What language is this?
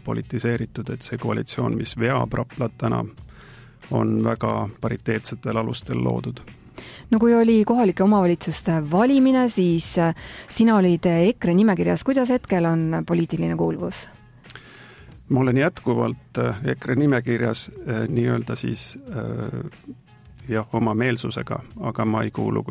Estonian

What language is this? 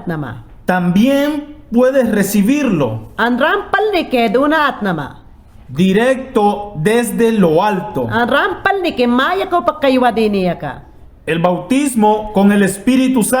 Mayangna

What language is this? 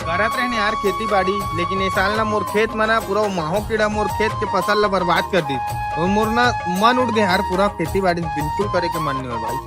Chhattisgarhi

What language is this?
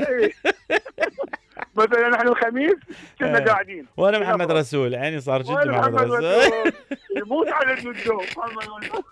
Mesopotamian Arabic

